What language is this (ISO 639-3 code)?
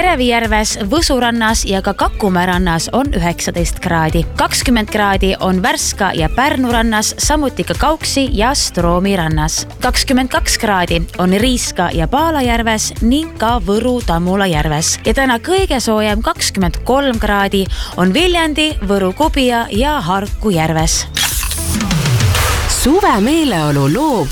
est